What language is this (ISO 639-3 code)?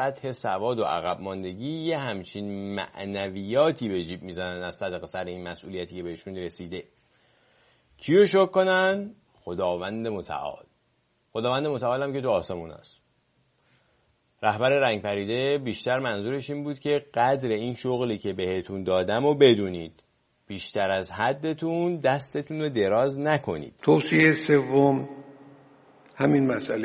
fas